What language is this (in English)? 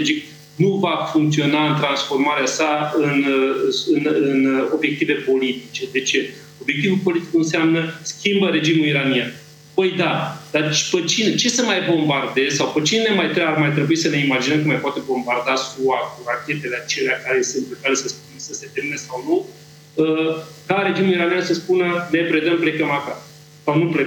Romanian